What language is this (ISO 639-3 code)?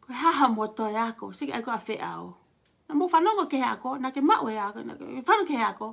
ton